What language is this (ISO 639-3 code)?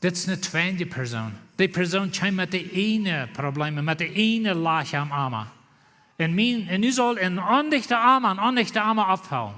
pdt